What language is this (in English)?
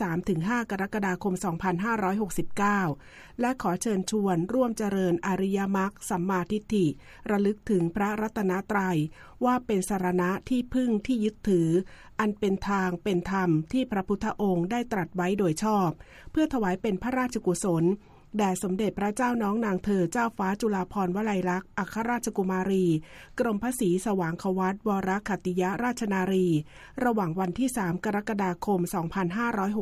Thai